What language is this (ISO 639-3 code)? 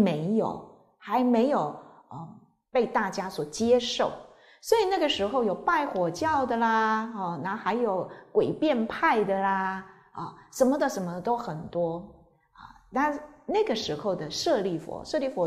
zho